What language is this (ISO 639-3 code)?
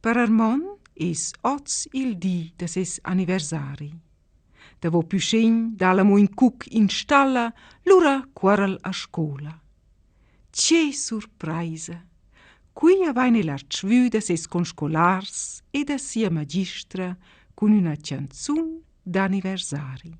roh